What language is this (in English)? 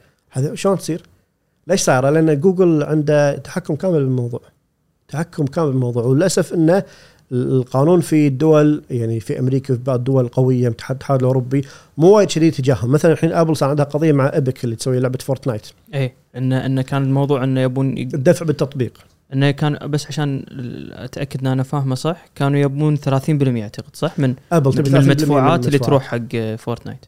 Gulf Arabic